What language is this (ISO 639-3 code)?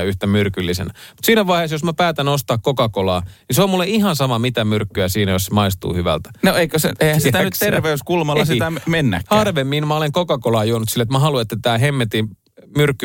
fin